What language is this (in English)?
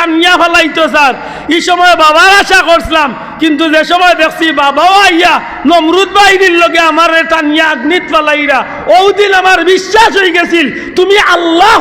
Sylheti